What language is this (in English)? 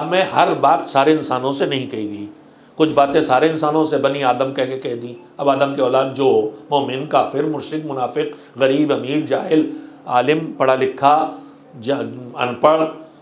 Urdu